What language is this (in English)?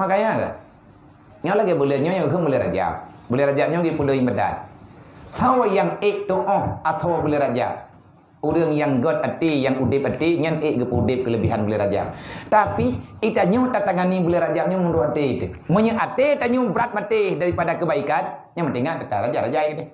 Achinese